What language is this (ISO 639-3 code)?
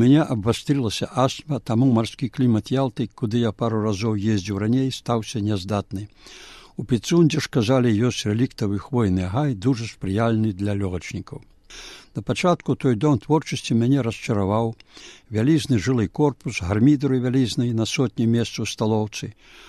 bel